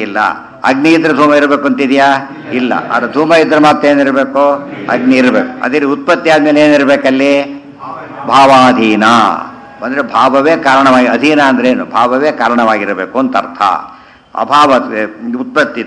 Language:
Kannada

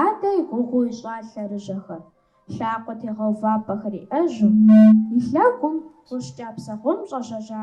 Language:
Kabardian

